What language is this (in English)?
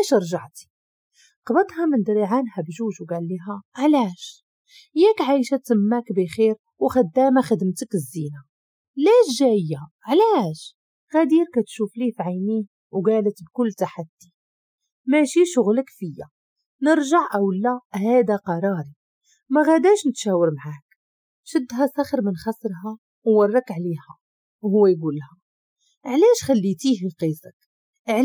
Moroccan Arabic